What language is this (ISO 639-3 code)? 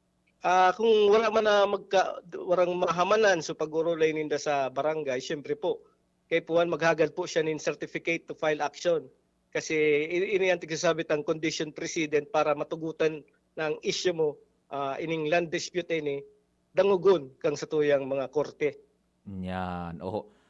bik